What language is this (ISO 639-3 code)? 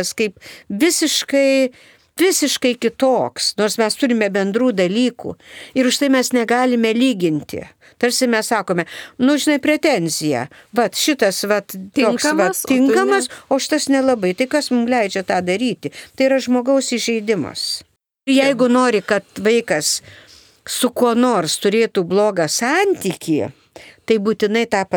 lit